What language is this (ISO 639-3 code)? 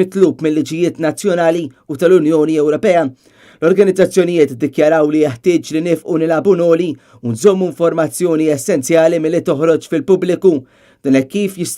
mlt